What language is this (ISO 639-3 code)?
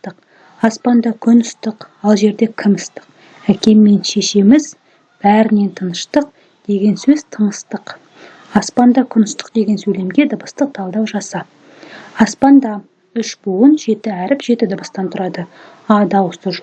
kaz